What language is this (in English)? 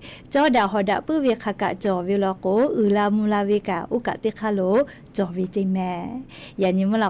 Lahu